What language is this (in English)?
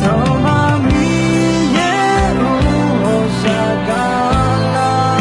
Akha